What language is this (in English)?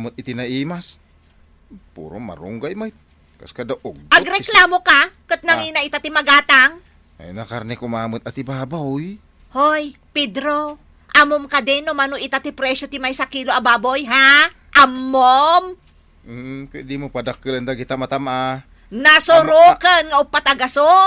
Iloko